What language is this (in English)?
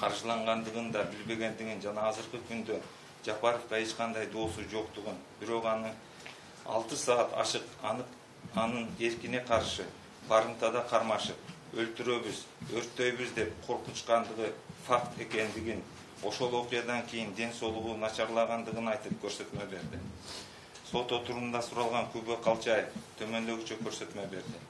Kyrgyz